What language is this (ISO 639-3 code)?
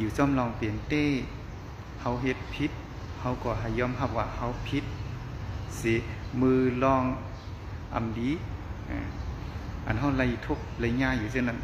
shn